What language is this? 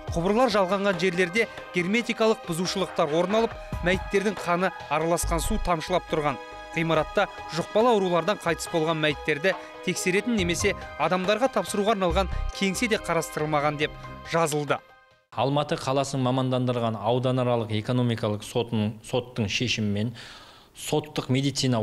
Kazakh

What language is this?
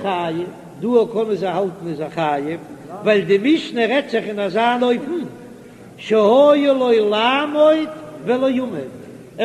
Yiddish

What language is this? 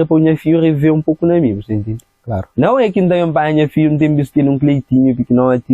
Kabuverdianu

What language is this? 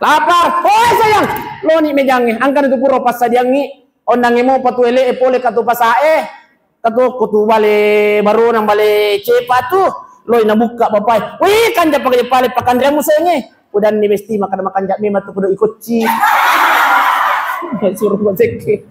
Buginese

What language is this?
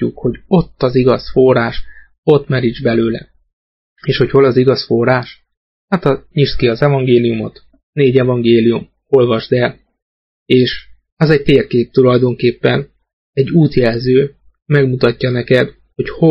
Hungarian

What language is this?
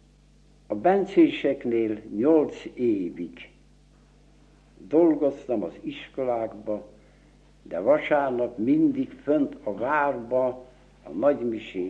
Hungarian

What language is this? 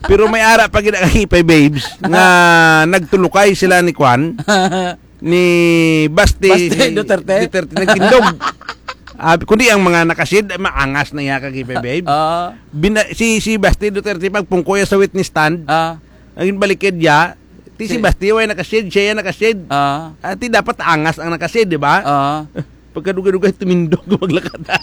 Hiligaynon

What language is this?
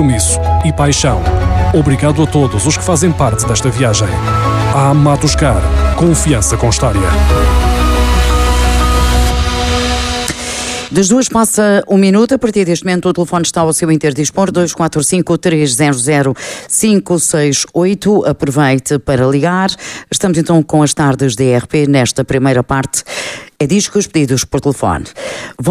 Portuguese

